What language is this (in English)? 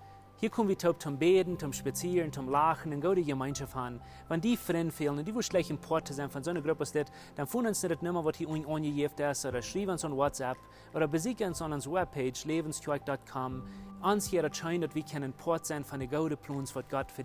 Plautdietsch